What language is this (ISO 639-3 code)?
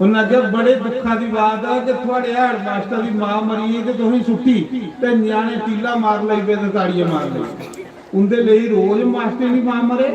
doi